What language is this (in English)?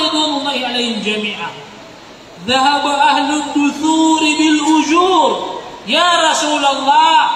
Maranao